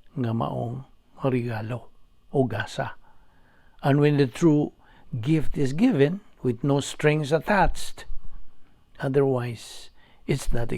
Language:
Cebuano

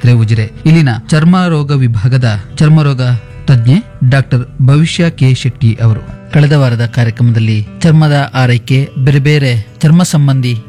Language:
Kannada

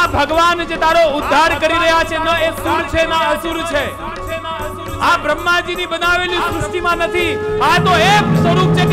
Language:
Gujarati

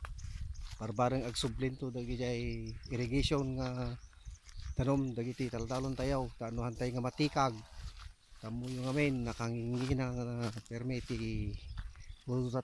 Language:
Iloko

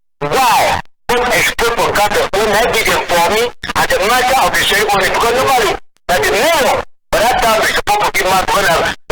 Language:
Cameroon Pidgin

